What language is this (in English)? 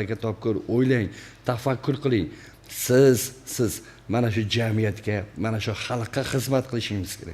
Uzbek